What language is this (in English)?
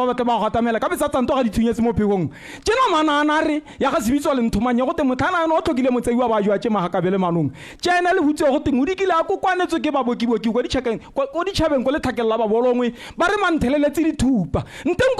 Tswana